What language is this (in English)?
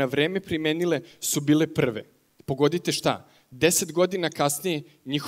Serbian